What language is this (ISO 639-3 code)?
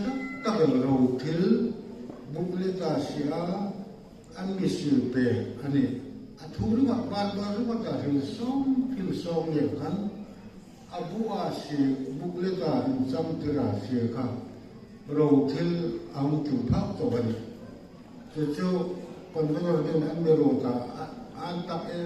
hmr